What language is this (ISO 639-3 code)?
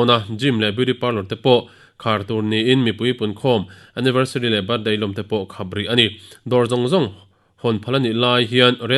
lus